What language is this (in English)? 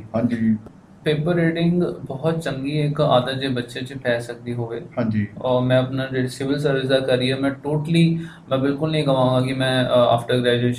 Punjabi